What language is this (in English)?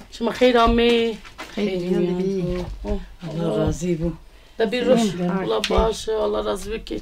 Zaza